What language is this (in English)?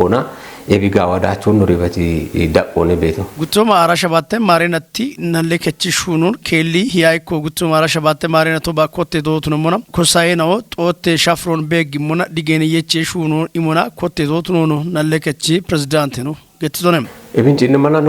Kafa